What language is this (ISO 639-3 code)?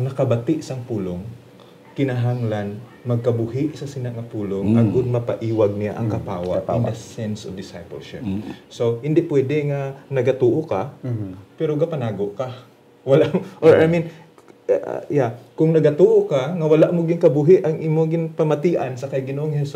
hil